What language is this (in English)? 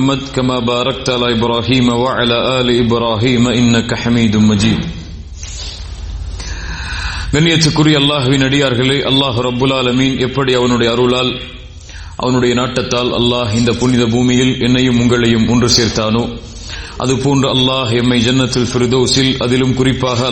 Tamil